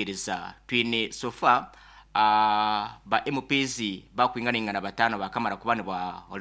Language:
Nyoro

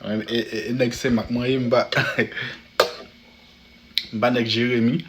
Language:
Haitian Creole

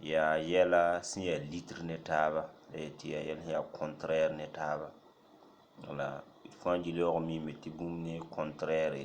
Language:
Mossi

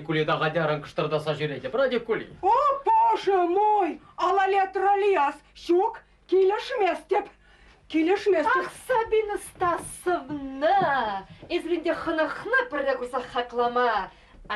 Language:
Chuvash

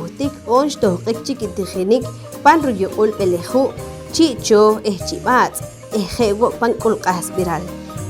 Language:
Poqomchi'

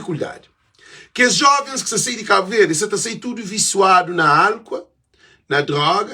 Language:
Kabuverdianu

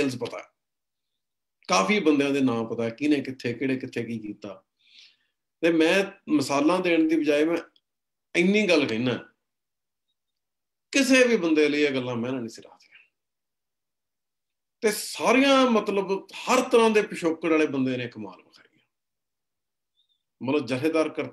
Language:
Punjabi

